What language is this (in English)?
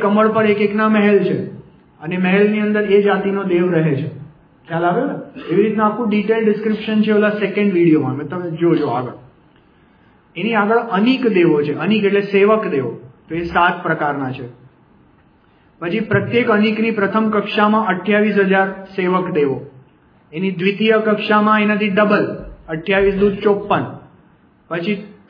Gujarati